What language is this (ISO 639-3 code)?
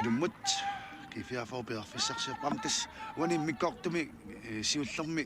kal